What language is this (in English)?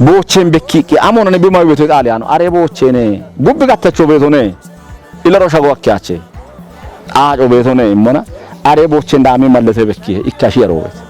Kafa